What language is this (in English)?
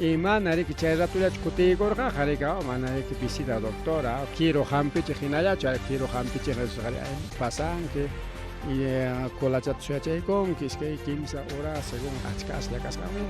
Ayacucho Quechua